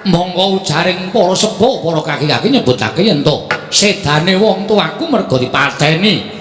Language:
Javanese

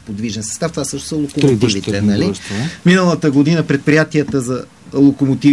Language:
Bulgarian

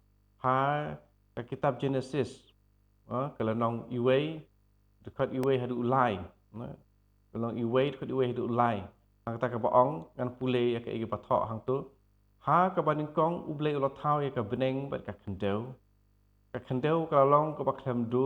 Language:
Khasi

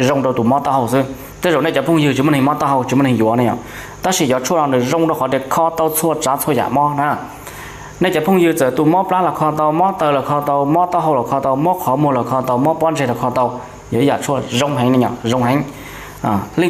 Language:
Hmong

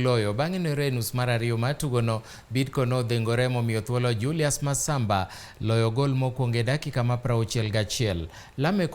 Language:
Luo (Kenya and Tanzania)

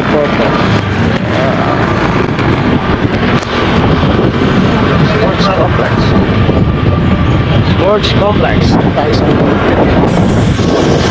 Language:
Filipino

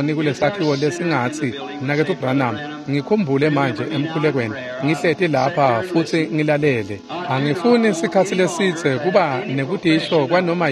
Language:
Swati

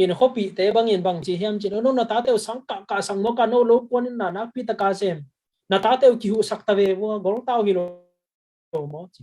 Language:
Tedim Chin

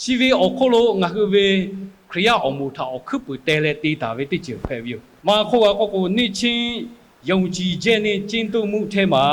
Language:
Lahu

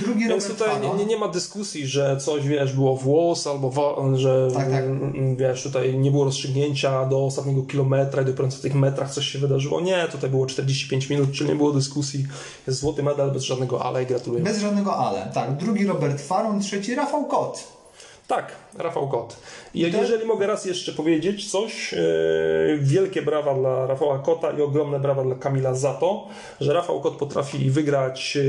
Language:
Polish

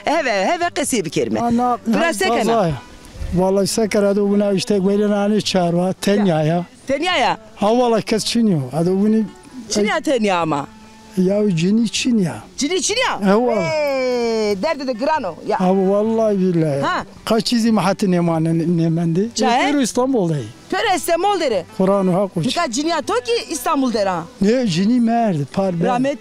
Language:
Zaza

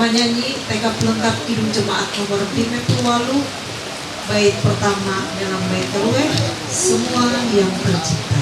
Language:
Ma'anyan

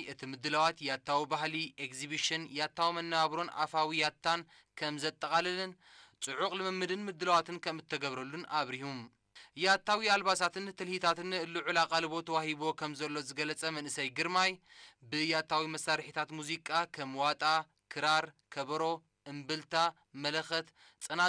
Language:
Tigrinya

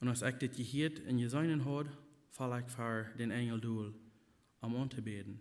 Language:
Plautdietsch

